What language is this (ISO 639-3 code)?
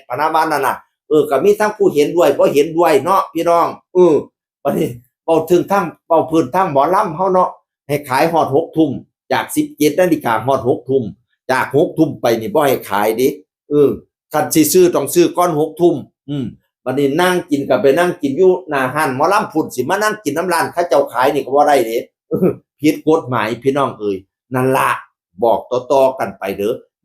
tts